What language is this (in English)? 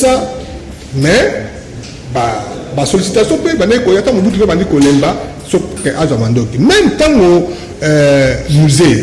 Lingala